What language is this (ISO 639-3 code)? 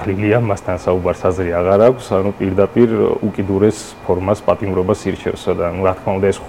kat